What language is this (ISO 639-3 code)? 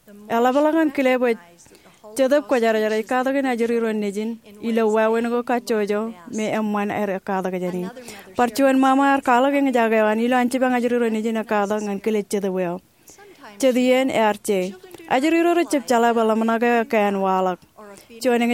mah